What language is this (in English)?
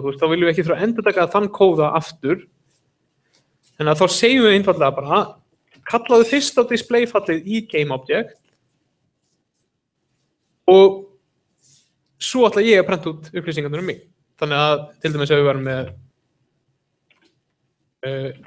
Icelandic